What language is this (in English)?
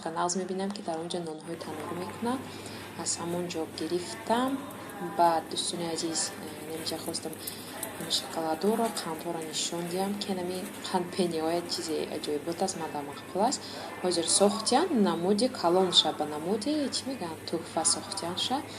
Tajik